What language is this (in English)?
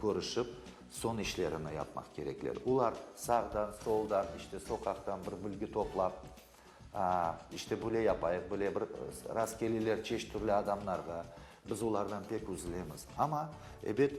Crimean Tatar